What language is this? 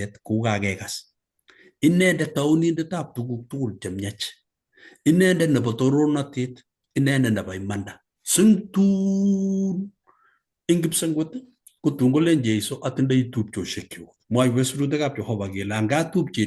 Kalenjin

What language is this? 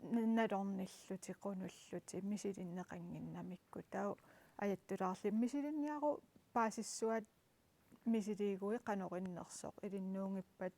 Kalaallisut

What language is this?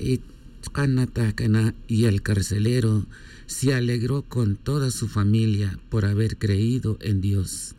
Tz'utujil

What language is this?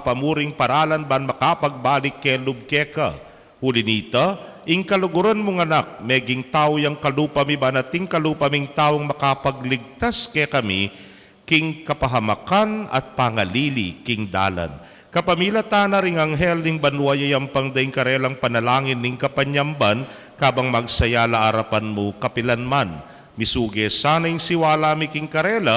Pampanga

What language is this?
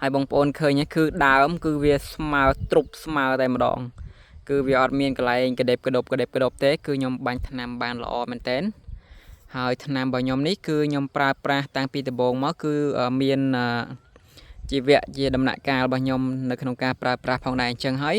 Khmer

